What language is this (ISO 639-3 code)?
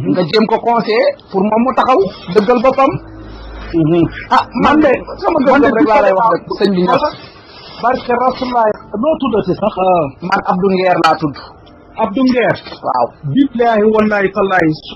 wol